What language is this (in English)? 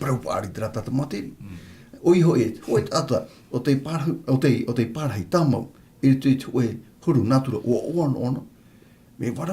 Tahitian